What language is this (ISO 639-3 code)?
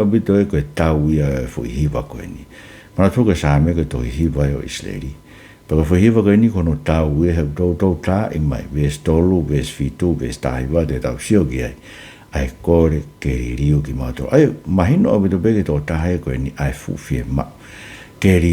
ton